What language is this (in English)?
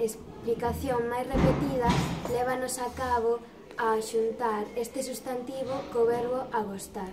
Galician